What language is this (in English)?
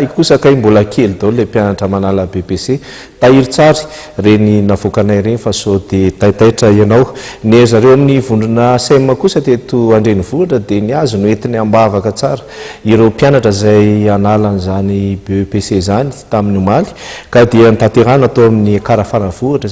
Malagasy